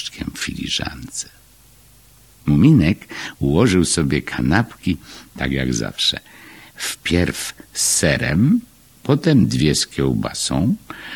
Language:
Polish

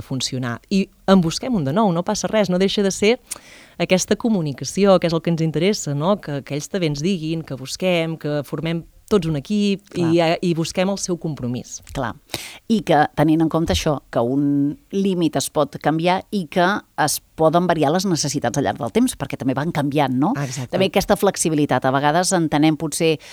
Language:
Catalan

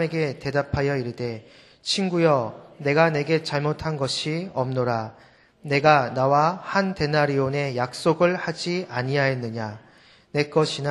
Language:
Korean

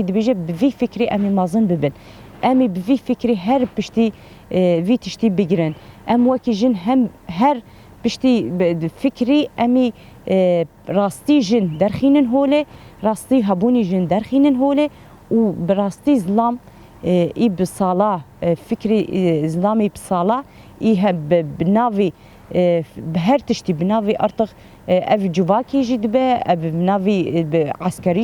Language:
Kurdish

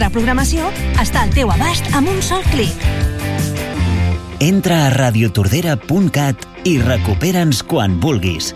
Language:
Catalan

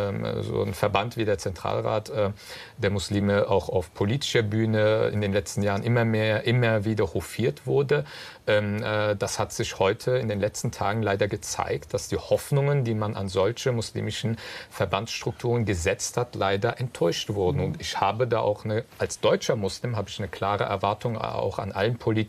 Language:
German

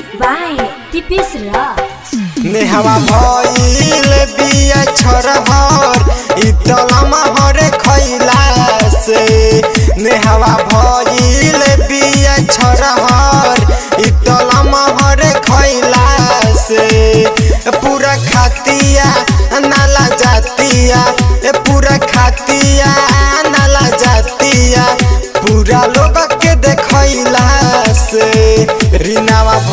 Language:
Bhojpuri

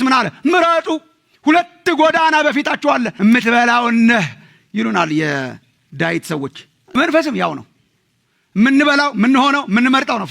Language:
Amharic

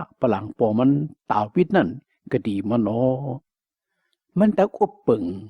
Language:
Shan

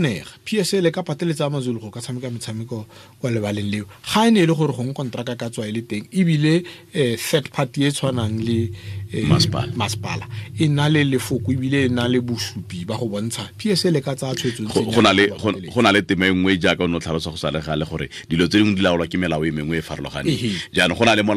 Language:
Tswana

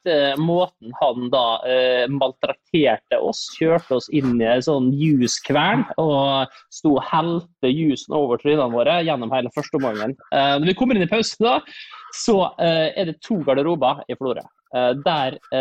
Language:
Norwegian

